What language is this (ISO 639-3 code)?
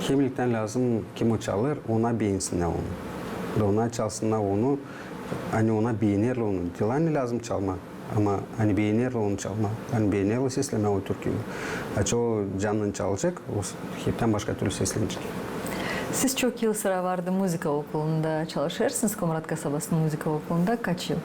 gag